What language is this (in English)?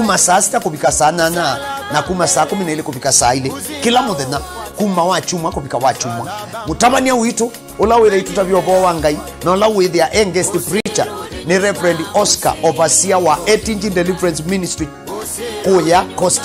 Kamba